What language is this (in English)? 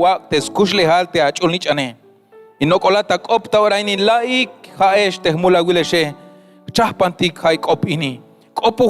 Tzeltal